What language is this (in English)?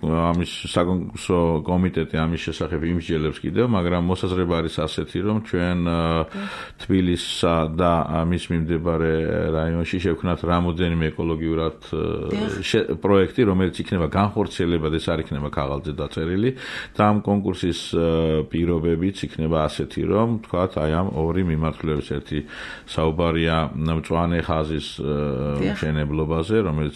Georgian